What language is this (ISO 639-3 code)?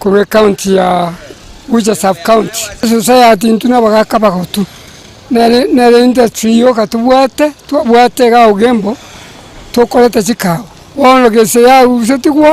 guz